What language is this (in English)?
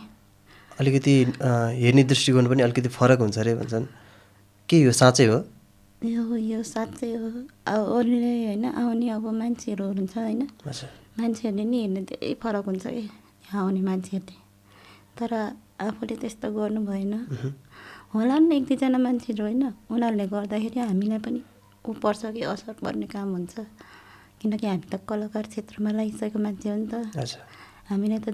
Nepali